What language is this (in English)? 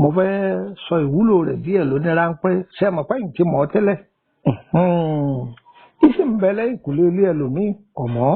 Yoruba